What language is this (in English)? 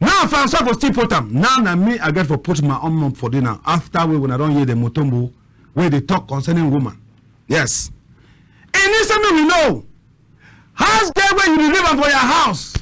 Cameroon Pidgin